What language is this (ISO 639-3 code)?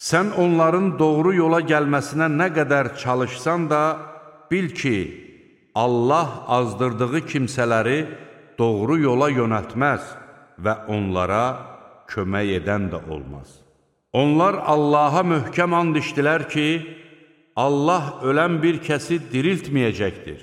aze